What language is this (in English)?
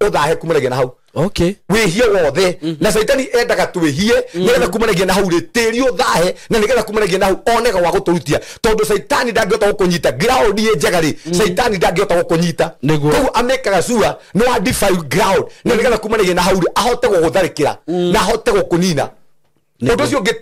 Kikuyu